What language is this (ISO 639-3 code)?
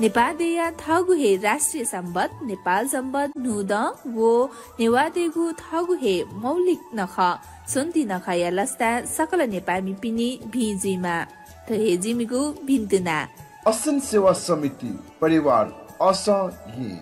new